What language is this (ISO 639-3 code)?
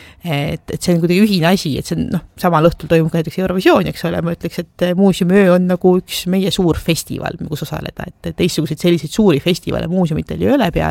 est